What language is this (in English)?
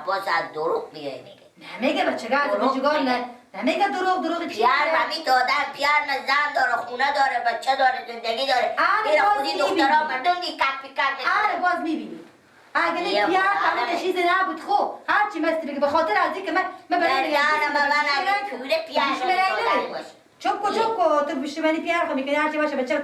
Persian